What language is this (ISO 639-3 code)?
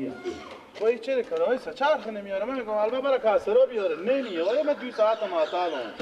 fas